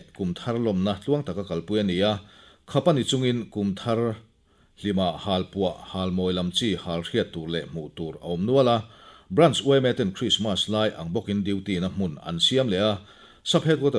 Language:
Mizo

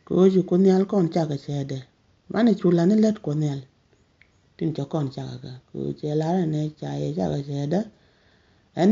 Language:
Nuer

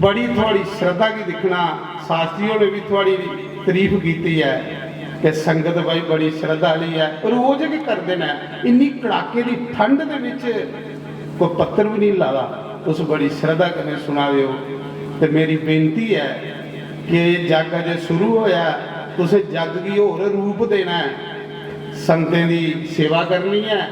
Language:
Dogri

